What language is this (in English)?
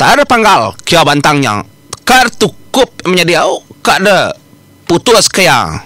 Iban